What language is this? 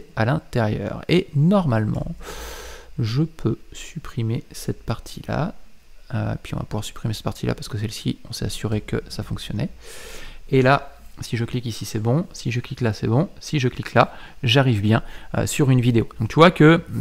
French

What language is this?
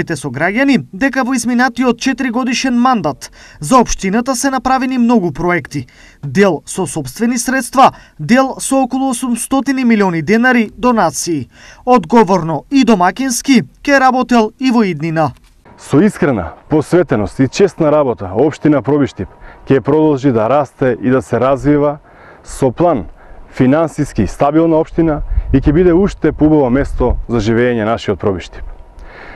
Macedonian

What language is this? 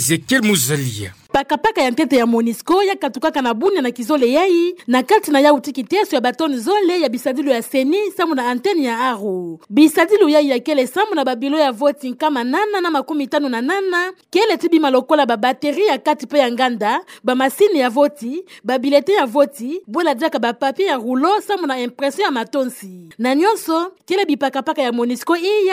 Kituba (Democratic Republic of Congo)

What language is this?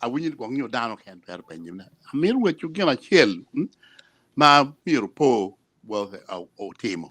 Acoli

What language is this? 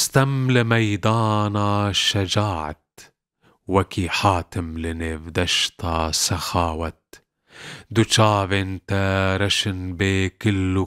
Kurdish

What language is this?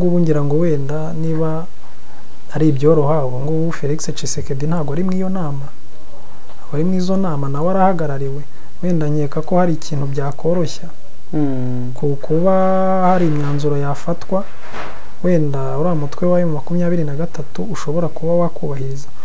Kinyarwanda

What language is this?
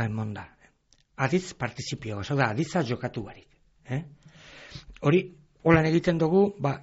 Basque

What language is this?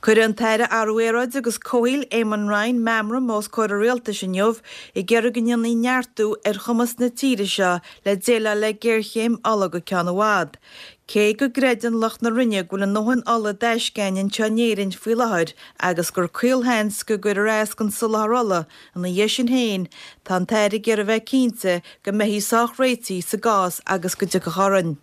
Irish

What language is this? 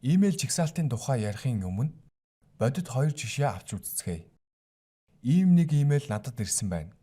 Mongolian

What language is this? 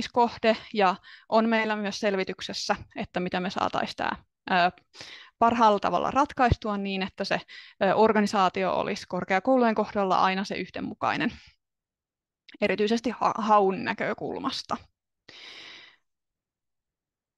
Finnish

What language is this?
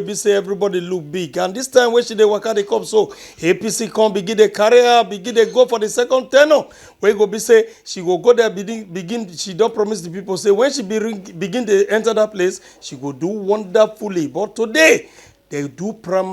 Nigerian Pidgin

